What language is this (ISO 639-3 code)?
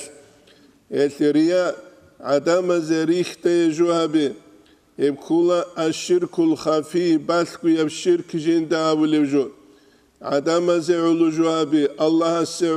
ava